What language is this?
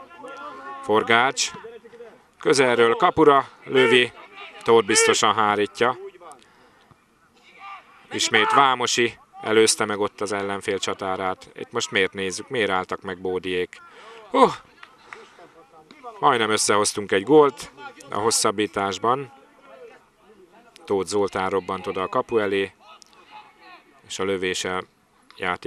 Hungarian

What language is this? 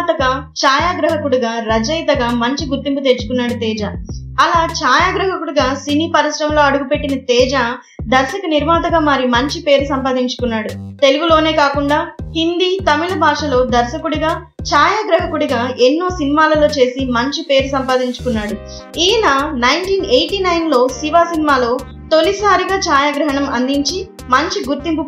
Telugu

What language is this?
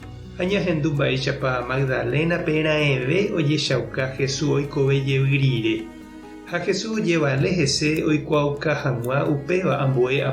Guarani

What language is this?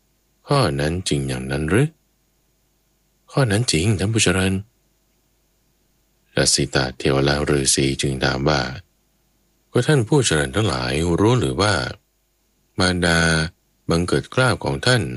Thai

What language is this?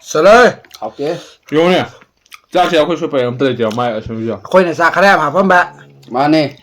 Manipuri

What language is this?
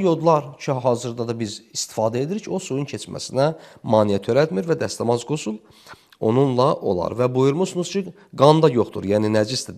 Azerbaijani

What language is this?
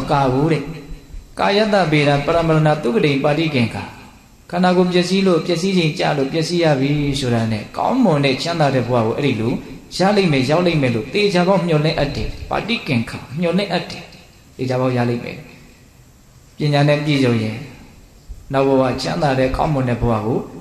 Burmese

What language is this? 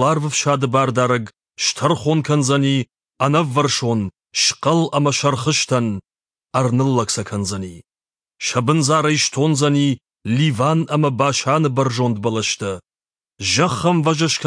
Ossetic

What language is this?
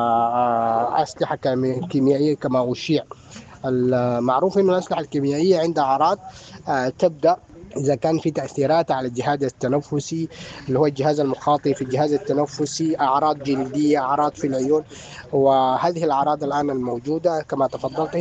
Sudanese Arabic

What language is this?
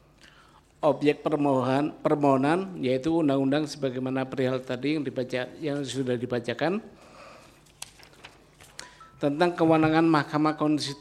Indonesian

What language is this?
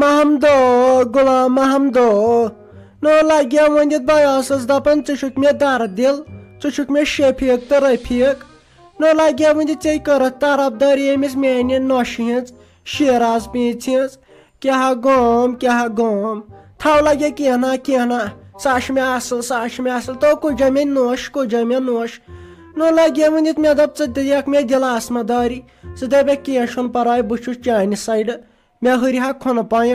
Kashmiri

